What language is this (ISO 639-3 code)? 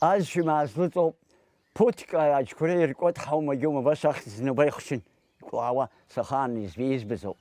abk